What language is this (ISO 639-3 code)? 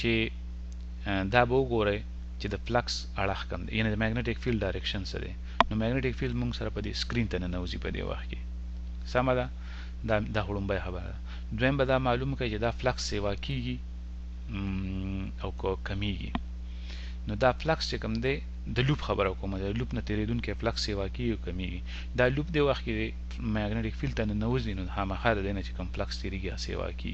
pus